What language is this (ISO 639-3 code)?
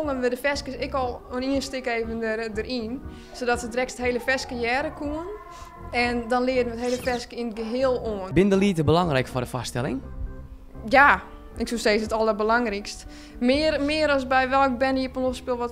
fry